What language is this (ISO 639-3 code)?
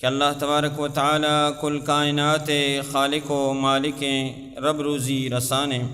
bal